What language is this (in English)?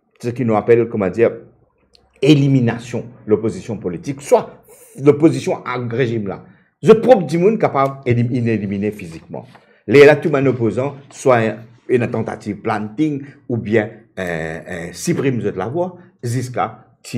Morisyen